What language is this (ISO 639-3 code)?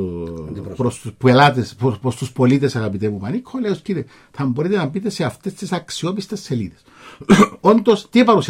ell